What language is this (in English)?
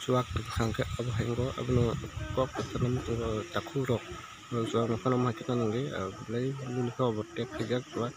Kok Borok